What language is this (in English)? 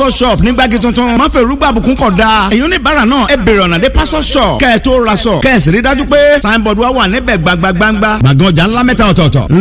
Yoruba